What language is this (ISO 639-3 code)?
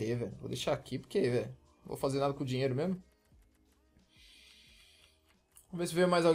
por